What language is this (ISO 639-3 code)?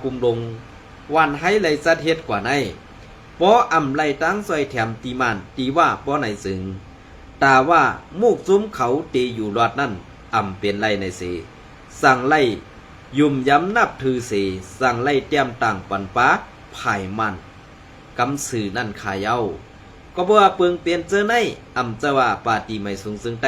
shn